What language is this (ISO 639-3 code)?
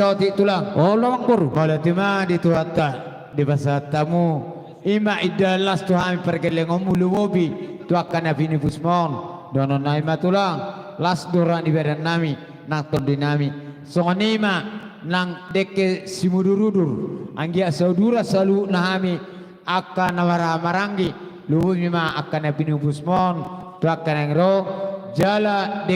bbc